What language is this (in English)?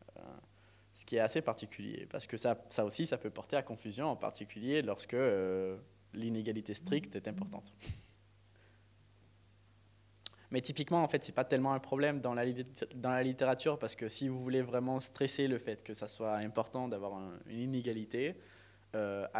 French